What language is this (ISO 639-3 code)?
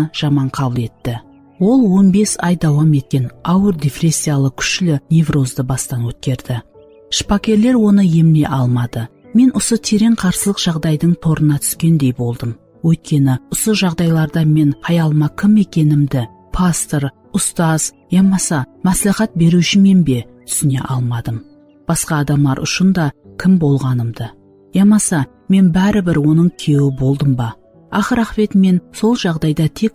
kaa